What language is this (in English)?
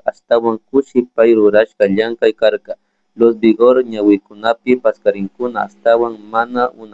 Chimborazo Highland Quichua